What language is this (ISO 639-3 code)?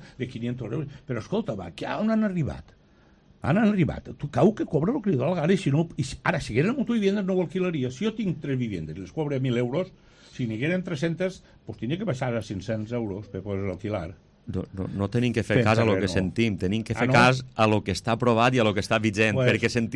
cat